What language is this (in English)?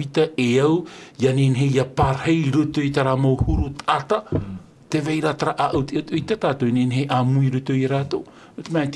Tahitian